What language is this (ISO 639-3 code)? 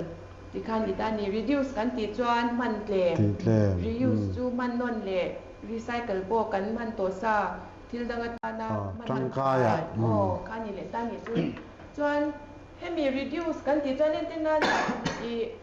lus